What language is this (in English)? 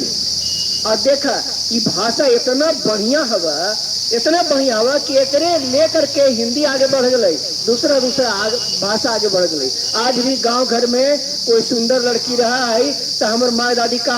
Magahi